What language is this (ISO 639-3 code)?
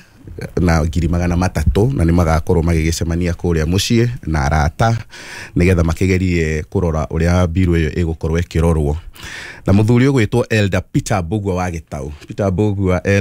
kik